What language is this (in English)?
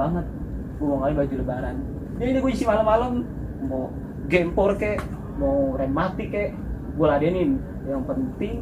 Betawi